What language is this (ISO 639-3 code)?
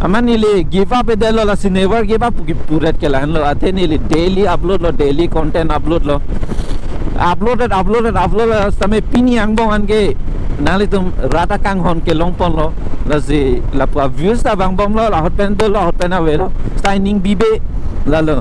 mjw